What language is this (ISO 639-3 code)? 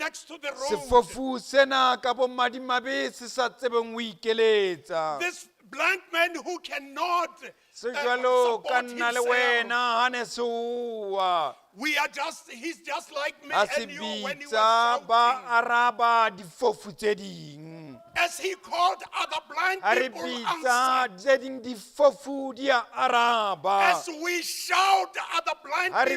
sot